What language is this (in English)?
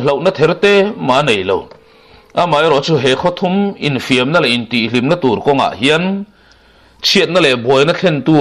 Mizo